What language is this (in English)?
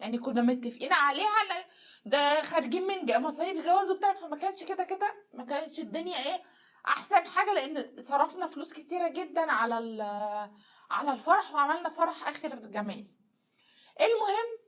Egyptian Arabic